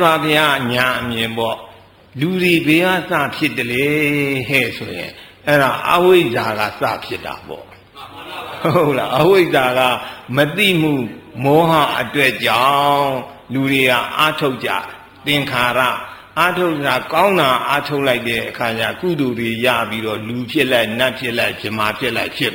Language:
Burmese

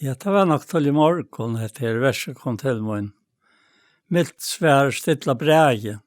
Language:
Faroese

